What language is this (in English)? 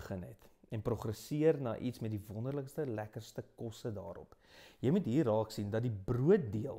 Afrikaans